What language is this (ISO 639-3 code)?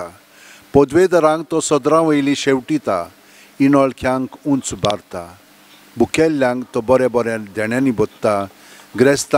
kok